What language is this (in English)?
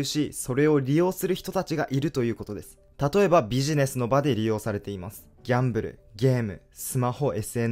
Japanese